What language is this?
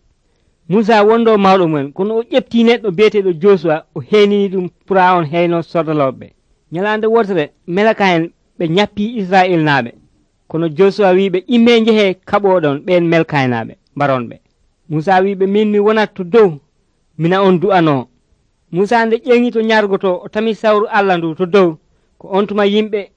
Nigerian Fulfulde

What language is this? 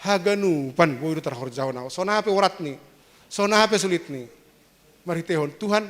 Batak Simalungun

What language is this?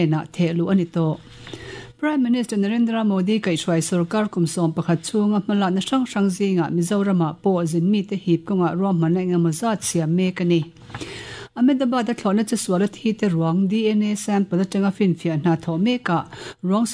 Mizo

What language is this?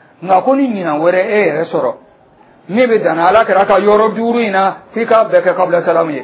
Dyula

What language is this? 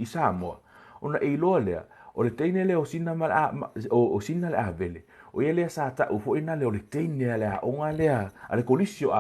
Samoan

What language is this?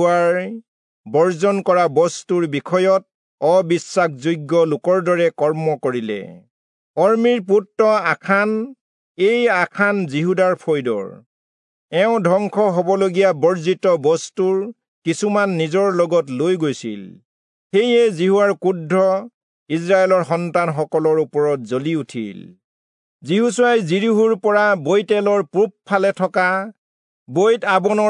Assamese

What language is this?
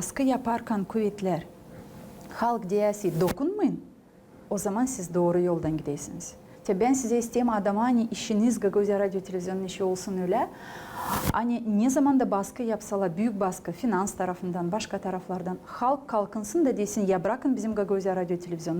Gagauz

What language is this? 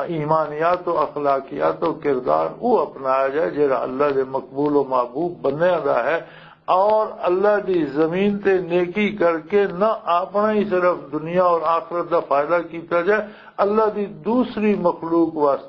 Western Panjabi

